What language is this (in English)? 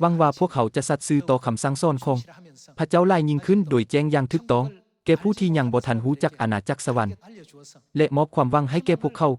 Lao